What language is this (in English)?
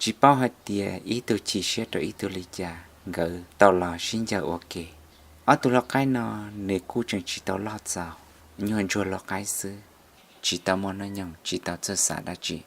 Hmong